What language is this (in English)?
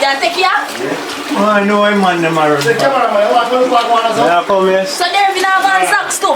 Jamaican Creole English